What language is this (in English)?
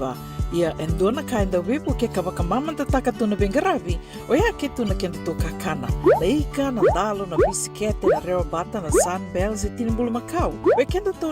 Fijian